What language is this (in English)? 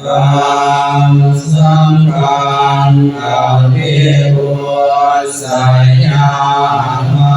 Pali